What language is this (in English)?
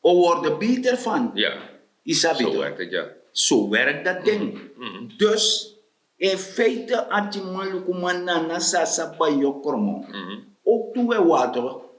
Sranan Tongo